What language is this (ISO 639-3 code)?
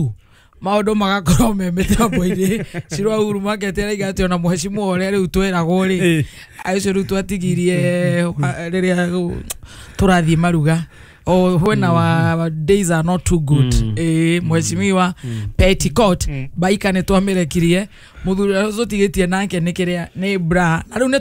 kik